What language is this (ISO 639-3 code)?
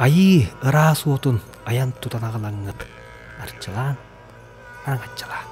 sah